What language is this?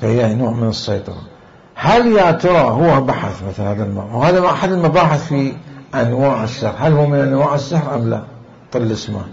Mesopotamian Arabic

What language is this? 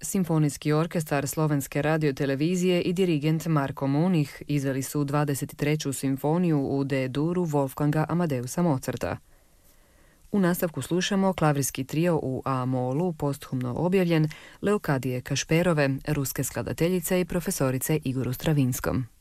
Croatian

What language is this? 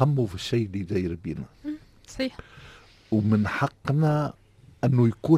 Tunisian Arabic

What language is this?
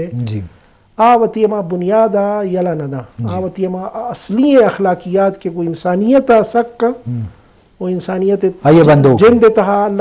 Eastern Balochi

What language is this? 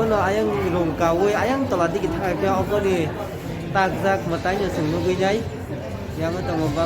Kok Borok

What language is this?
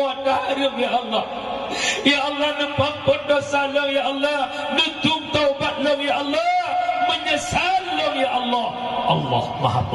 Achinese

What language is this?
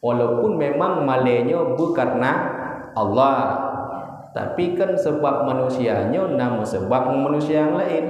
Achinese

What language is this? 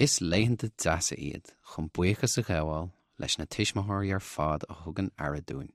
Irish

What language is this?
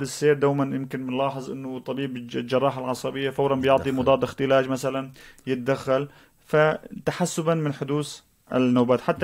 North Levantine Arabic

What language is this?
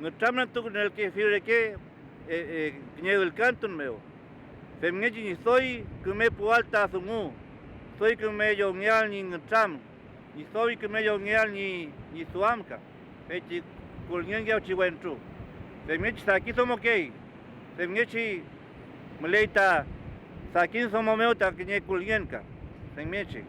Mapuche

